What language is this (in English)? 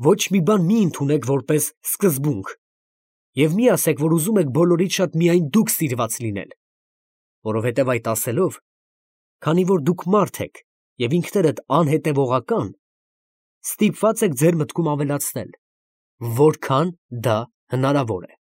Armenian